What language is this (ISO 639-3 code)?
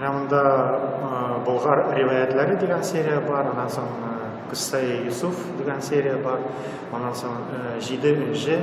tat